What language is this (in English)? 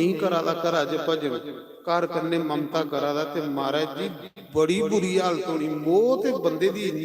Dogri